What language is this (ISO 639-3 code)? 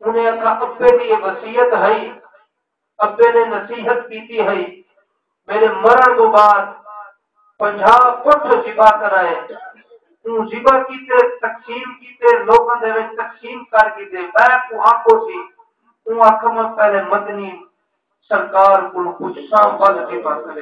skr